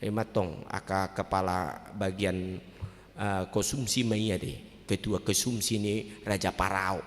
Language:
Batak Toba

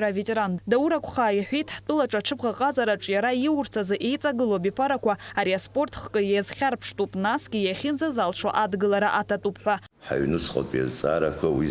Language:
Abkhazian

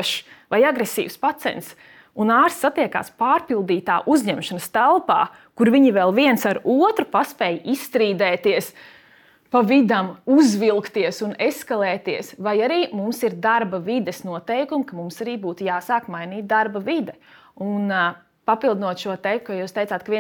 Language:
Latvian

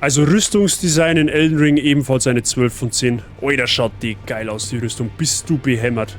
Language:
Bavarian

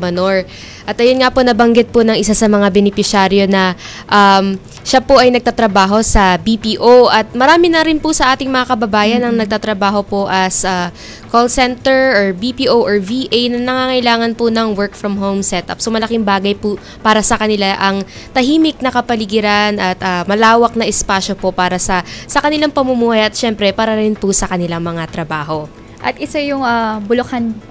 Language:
Filipino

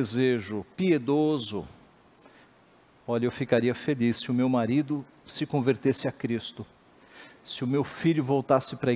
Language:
Portuguese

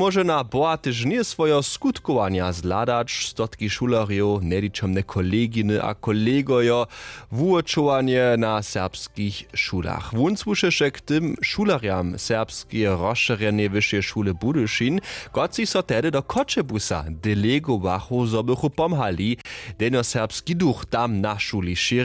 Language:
Upper Sorbian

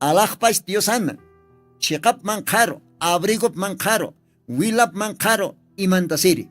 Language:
Aymara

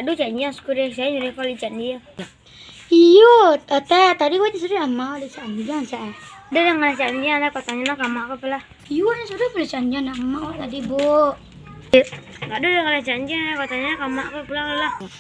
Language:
Minangkabau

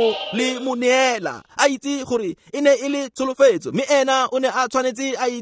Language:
Tswana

